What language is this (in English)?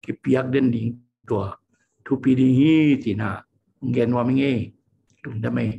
Tedim Chin